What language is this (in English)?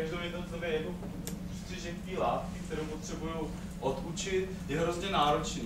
Czech